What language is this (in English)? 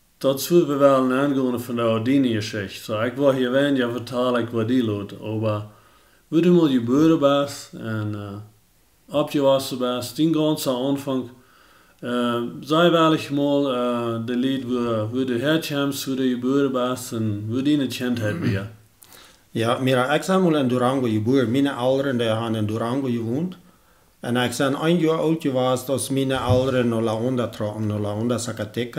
Plautdietsch